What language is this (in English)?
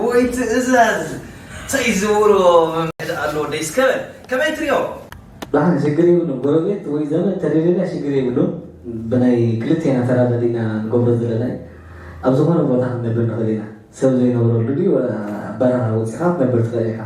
Tigrinya